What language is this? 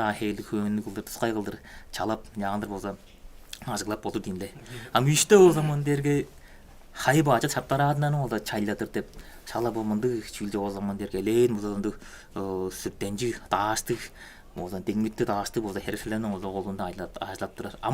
Tuvinian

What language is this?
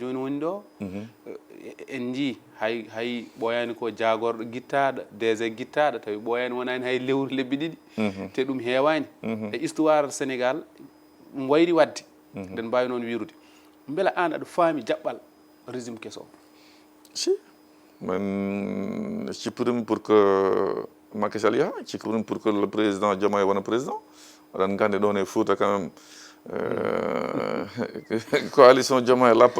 Fula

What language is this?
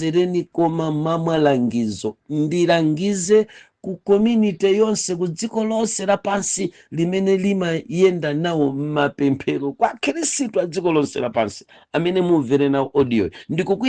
Nyanja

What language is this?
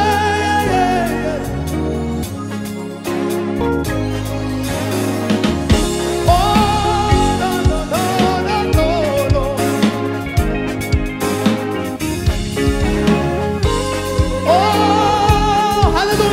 Kinyarwanda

